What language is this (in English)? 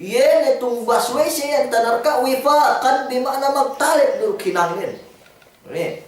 Yakan